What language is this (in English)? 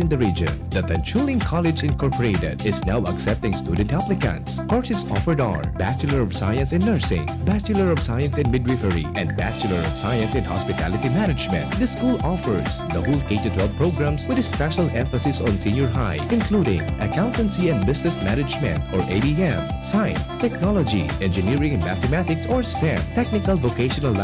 Bikol